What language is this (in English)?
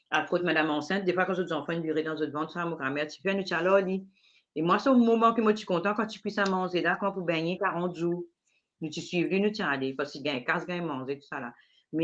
Morisyen